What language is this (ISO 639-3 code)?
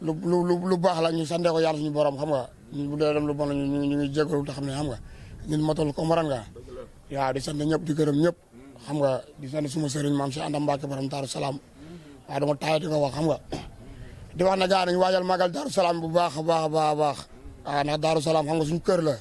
wol